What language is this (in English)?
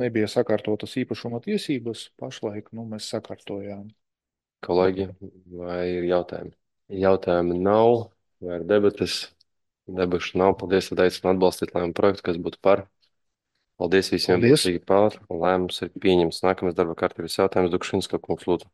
Latvian